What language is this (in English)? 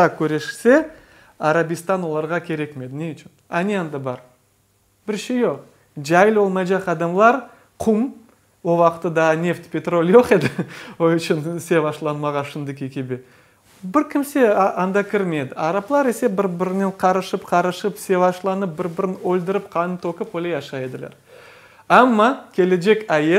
Crimean Tatar